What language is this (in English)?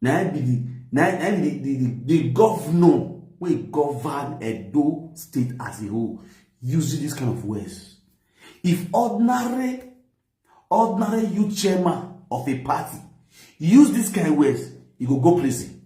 Nigerian Pidgin